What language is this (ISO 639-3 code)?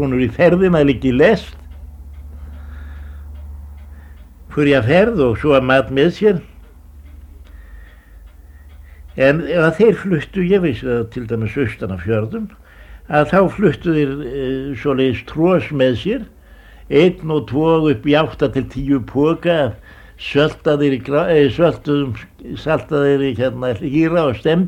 isl